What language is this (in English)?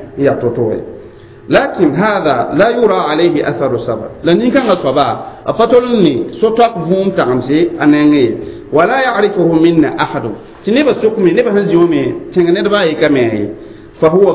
Mossi